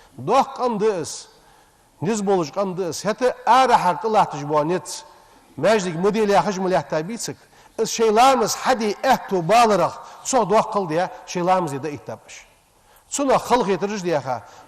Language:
Ingush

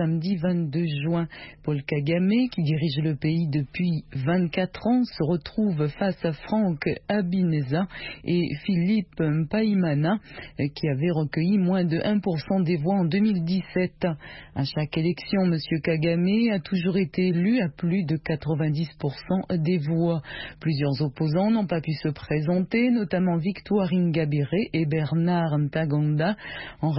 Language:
French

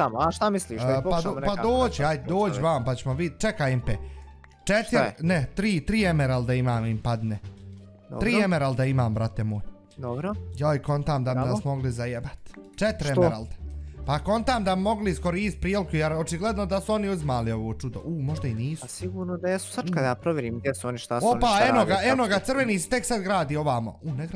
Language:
Bosnian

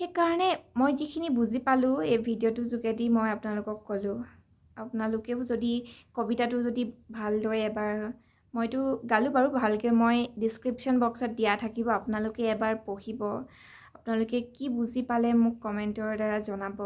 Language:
Assamese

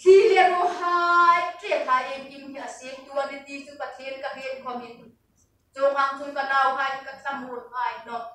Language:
Hmar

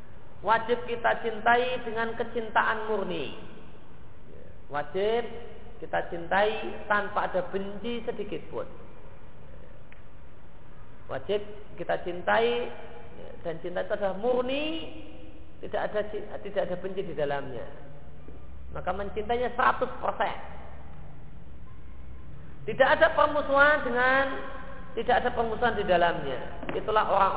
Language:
Indonesian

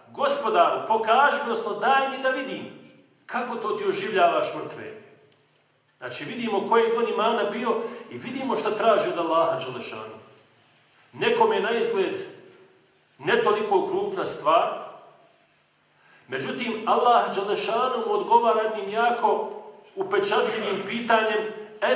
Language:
Bosnian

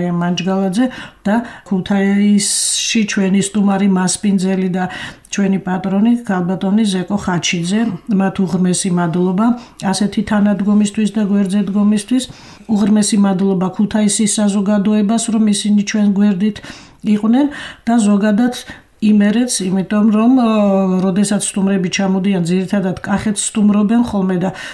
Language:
Georgian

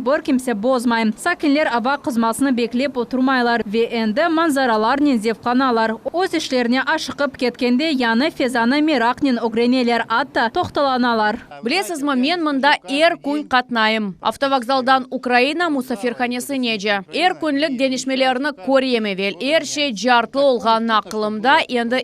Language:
Crimean Tatar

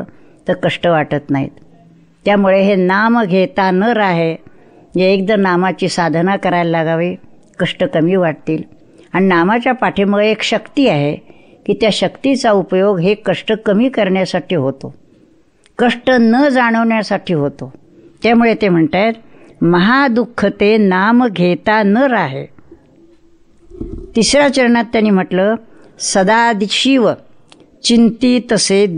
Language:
Marathi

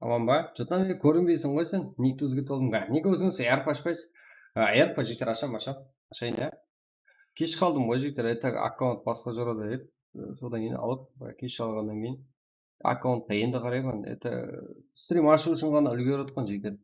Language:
Kara-Kalpak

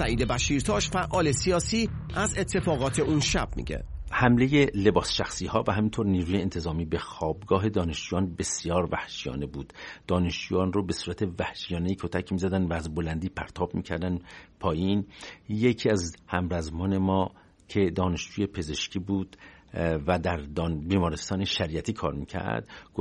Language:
Persian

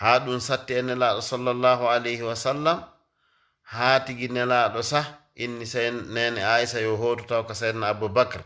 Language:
Fula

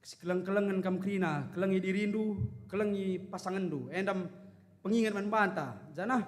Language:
Batak Karo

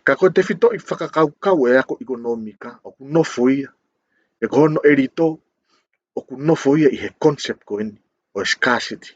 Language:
Tongan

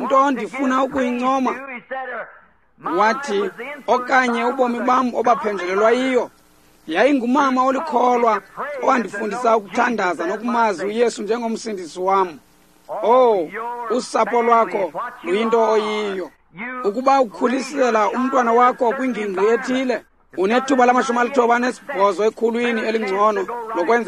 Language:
Xhosa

